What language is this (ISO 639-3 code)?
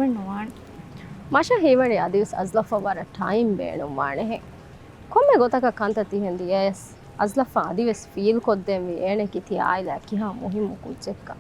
div